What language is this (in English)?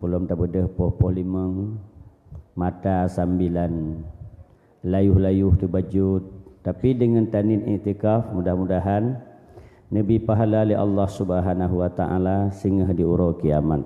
Achinese